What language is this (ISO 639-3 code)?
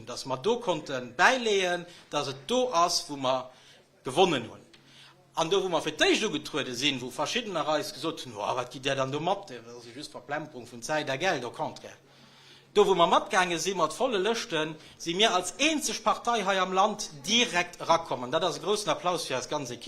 ltz